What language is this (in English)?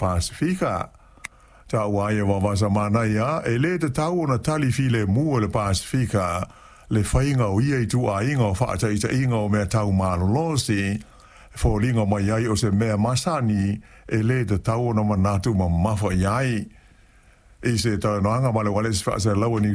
Samoan